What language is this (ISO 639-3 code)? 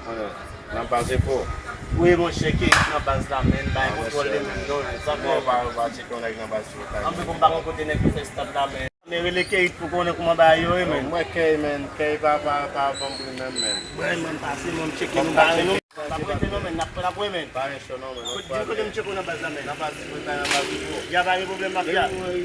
hat